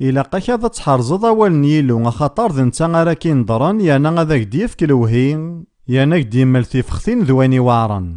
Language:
Kabyle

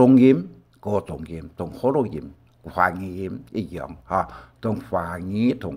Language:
Hakka Chinese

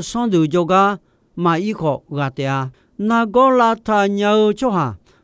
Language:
Akha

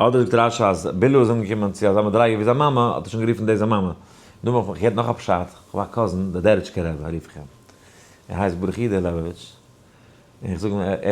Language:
Yiddish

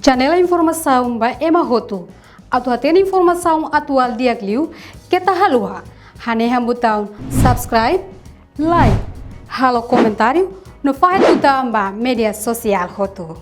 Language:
Tetum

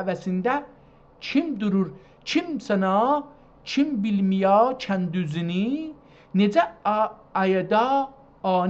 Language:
South Azerbaijani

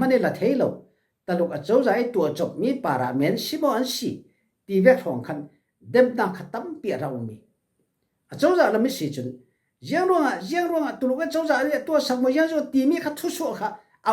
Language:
Falam Chin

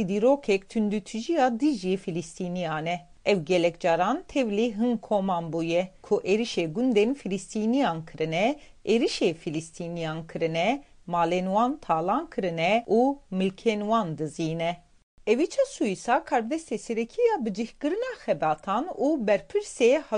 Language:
Kurdish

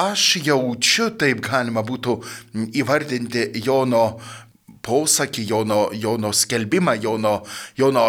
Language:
Lithuanian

